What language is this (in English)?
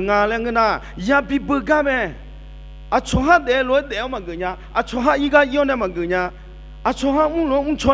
Akha